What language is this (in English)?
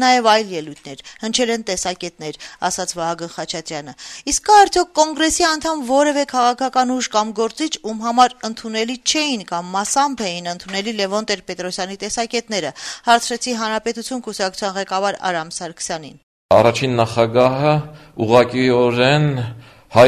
Armenian